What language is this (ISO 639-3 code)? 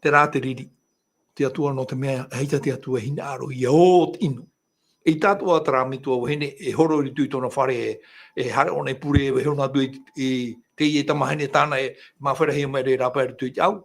tah